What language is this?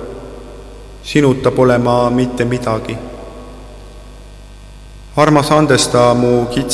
Estonian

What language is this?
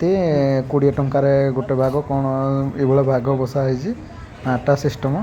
Odia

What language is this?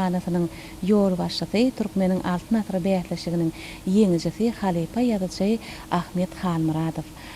Turkmen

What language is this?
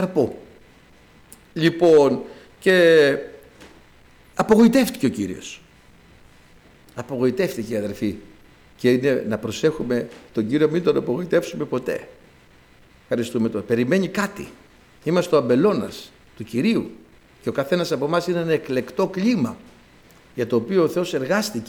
Greek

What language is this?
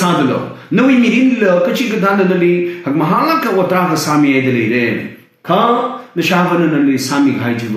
Tangkhul Naga (India)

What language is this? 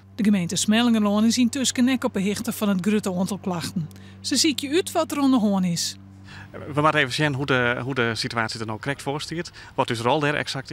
Western Frisian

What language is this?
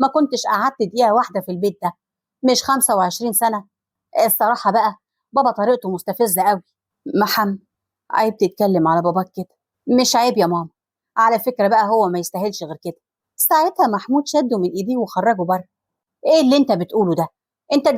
Egyptian Arabic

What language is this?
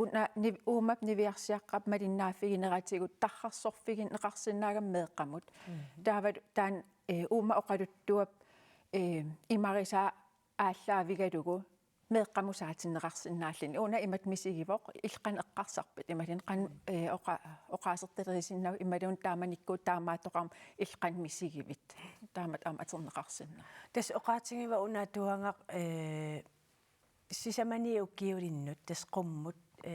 Kalaallisut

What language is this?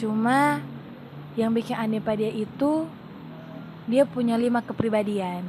Manado Malay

